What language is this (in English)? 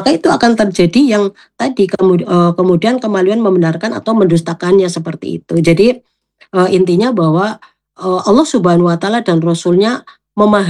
Indonesian